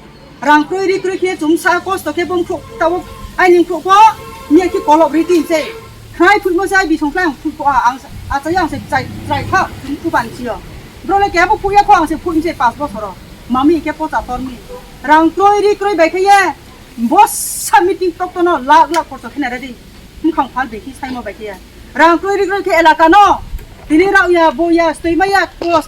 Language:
Riang (India)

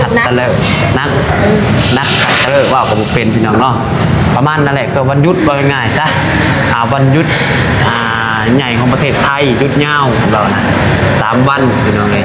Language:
Northeastern Thai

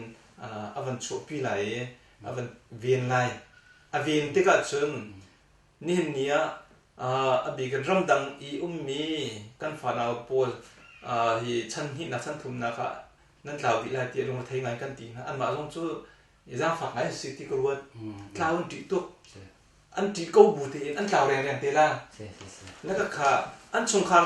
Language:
Hakha Chin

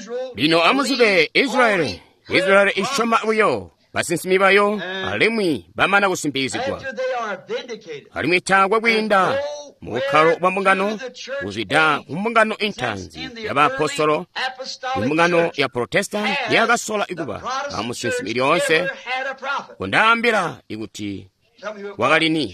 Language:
Tonga (Zambia)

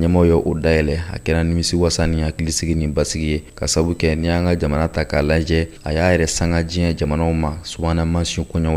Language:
Bambara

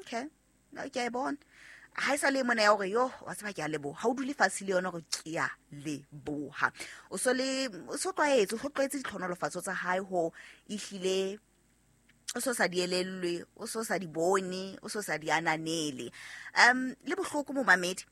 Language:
Southern Sotho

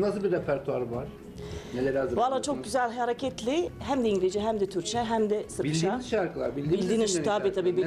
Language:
Turkish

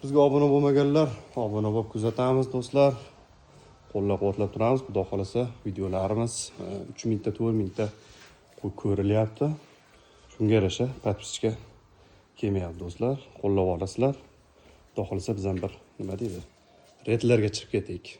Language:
Uzbek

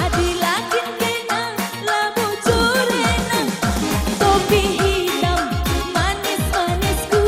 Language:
Batak Karo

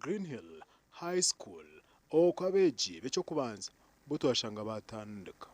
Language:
Nyankole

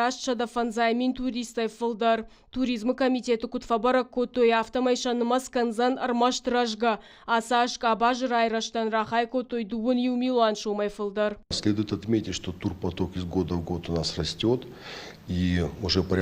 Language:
Ossetic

